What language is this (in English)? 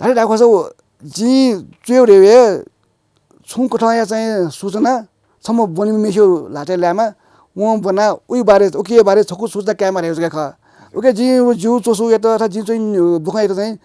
Newari